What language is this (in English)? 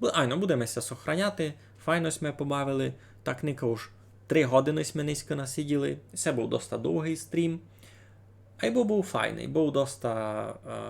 Rusyn